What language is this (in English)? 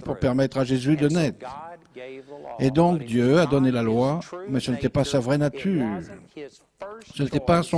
French